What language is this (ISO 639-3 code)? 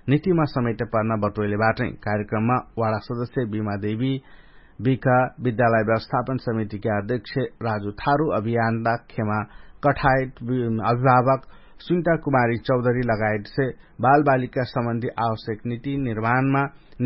thl